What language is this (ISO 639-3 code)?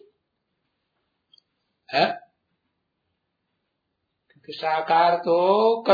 hin